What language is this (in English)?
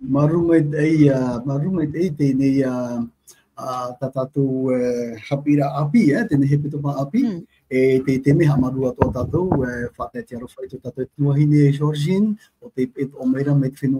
Tahitian